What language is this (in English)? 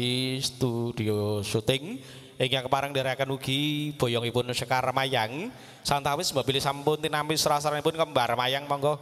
Javanese